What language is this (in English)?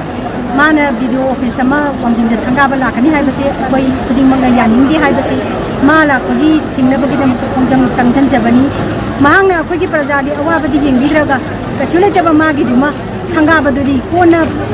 Manipuri